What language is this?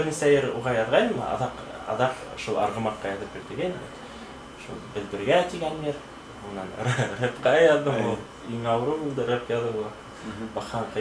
Bashkir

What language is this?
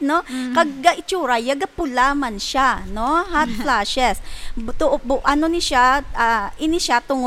Hiligaynon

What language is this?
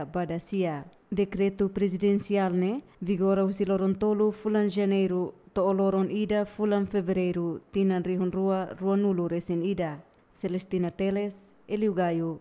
Tetum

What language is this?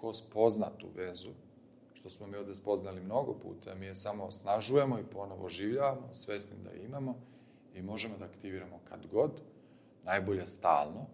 Serbian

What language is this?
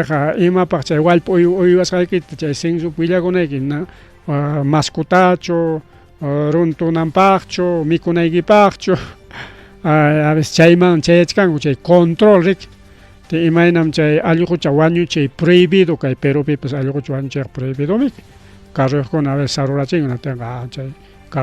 Ayacucho Quechua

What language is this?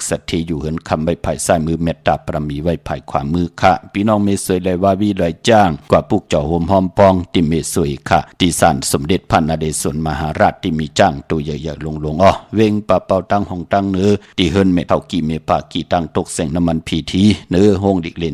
Shan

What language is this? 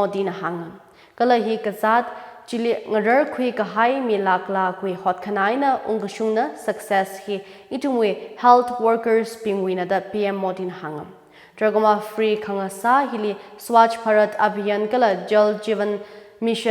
Tangkhul Naga (India)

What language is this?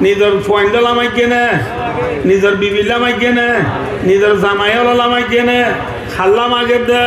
Rohingya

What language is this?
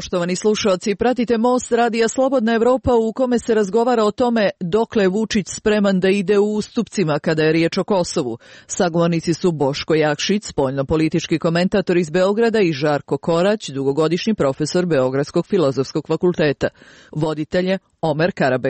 Serbian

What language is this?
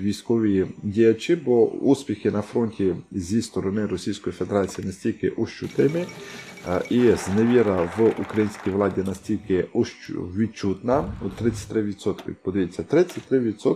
Ukrainian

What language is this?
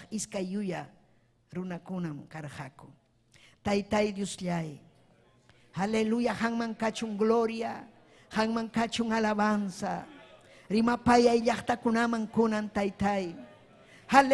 Ayacucho Quechua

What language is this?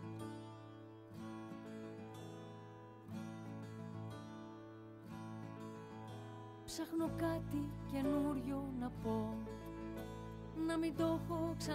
Greek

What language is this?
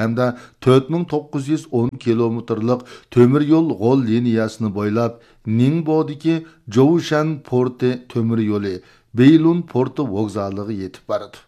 Uyghur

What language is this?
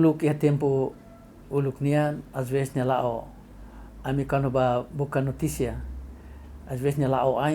Tetum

